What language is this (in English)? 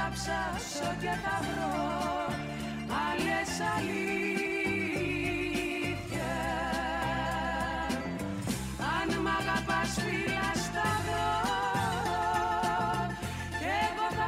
Greek